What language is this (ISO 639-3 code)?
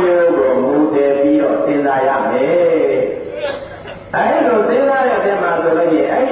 mya